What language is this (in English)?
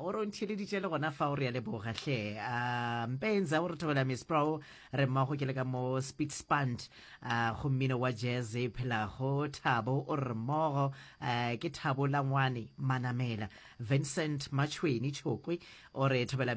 Northern Sotho